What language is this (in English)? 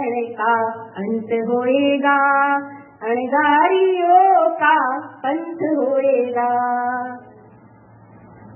Gujarati